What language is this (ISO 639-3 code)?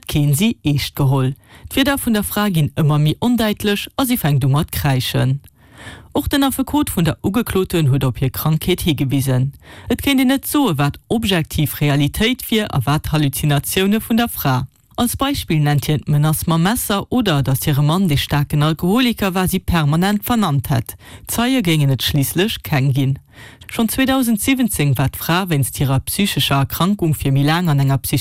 ltz